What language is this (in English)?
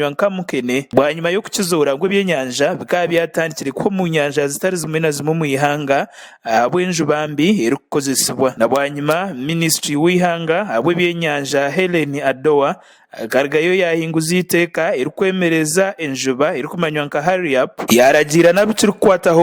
Nyankole